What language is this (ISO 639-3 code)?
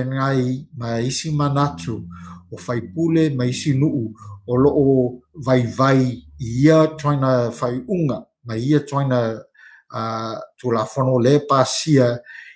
smo